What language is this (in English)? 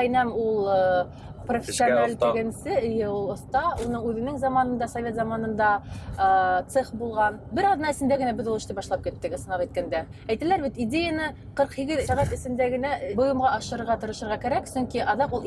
Bashkir